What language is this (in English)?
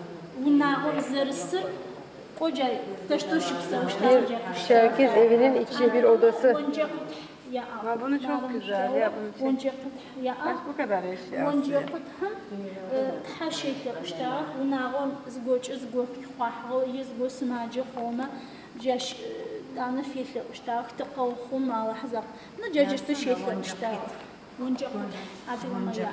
Adyghe